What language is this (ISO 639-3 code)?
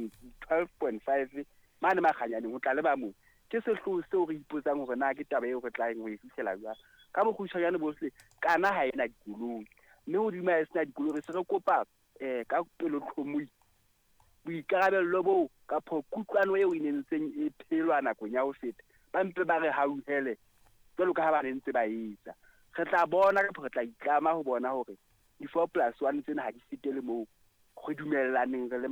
sot